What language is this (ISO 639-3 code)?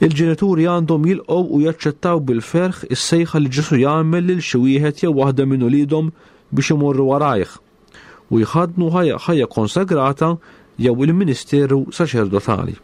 mlt